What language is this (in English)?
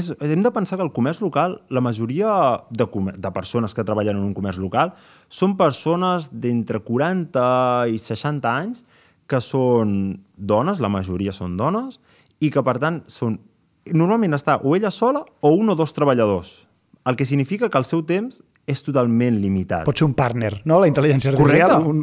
Catalan